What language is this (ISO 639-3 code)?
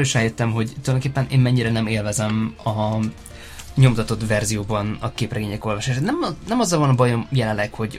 hun